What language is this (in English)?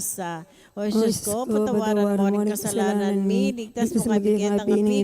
Pampanga